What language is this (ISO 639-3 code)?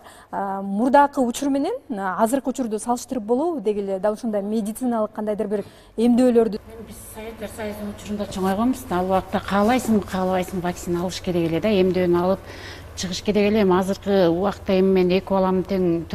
kir